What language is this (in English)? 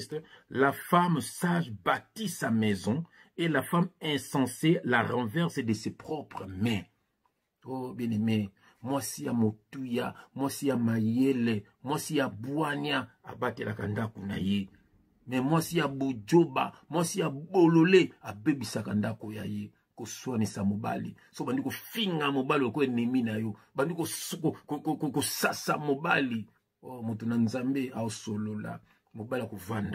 Lingala